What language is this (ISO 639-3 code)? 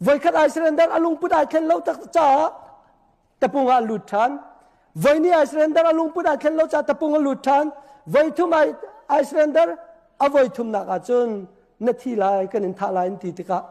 cnh